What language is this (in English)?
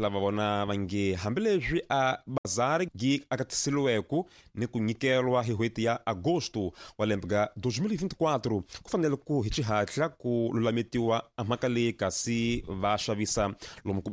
Tsonga